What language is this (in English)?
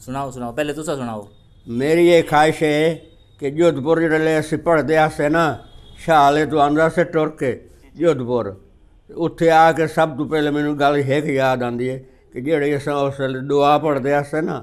Saraiki